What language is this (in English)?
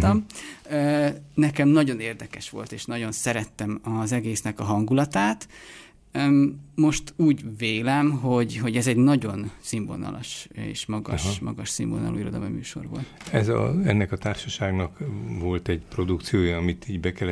Hungarian